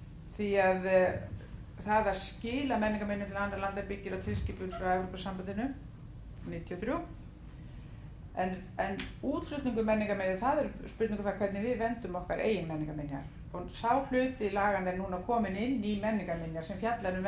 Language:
Icelandic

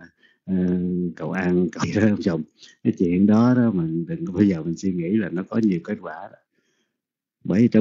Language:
Vietnamese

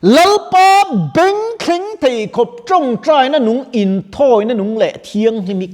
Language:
Mizo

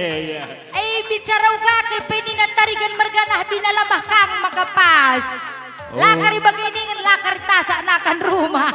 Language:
Batak Karo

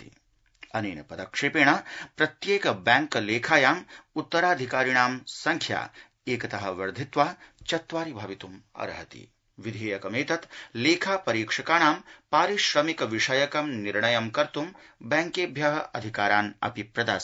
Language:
Sanskrit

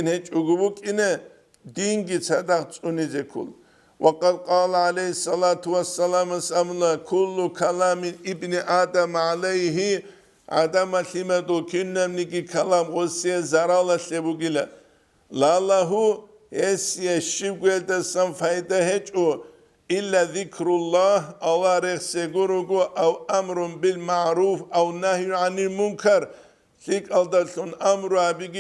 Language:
Avaric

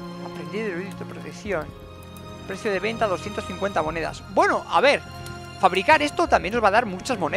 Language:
Spanish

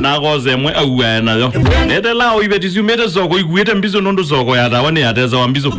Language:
Kamba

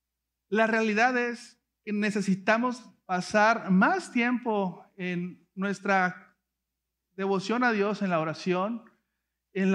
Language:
Spanish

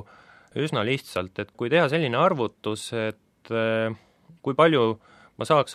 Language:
Estonian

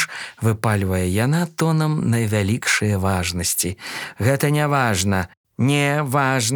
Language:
Belarusian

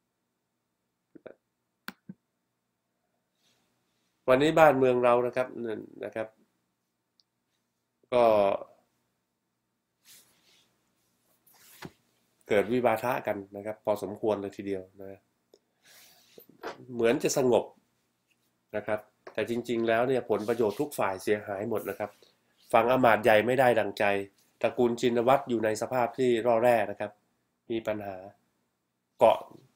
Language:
Thai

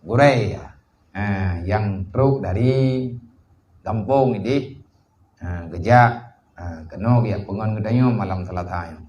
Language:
Achinese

